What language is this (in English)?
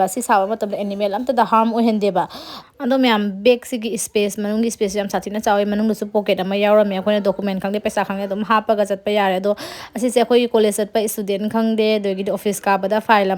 Manipuri